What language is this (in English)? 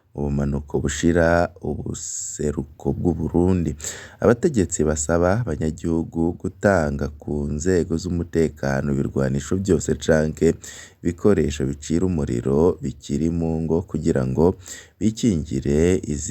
Rundi